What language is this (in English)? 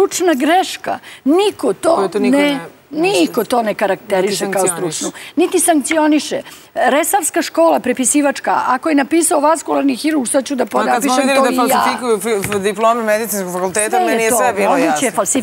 Serbian